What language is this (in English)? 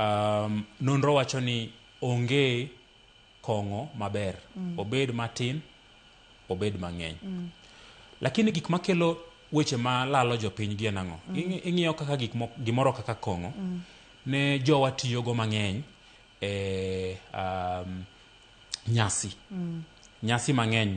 Luo (Kenya and Tanzania)